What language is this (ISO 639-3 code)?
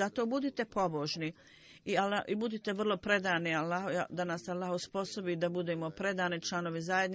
bos